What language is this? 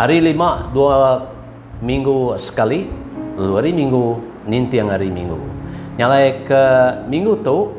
Iban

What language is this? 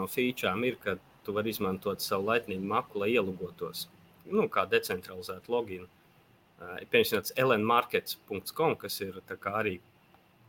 Latvian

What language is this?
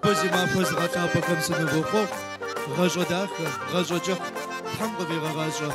Kabardian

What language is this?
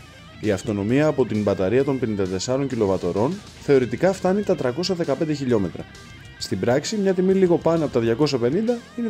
Greek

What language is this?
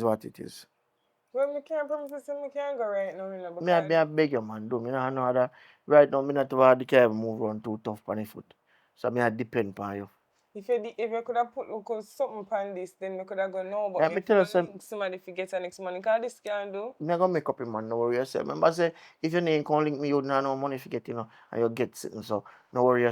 Jamaican Creole English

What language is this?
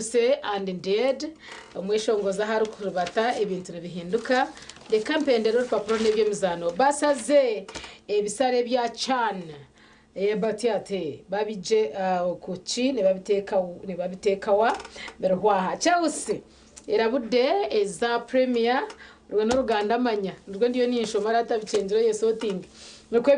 Nyankole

